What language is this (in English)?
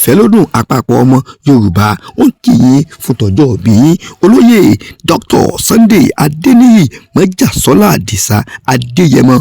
Yoruba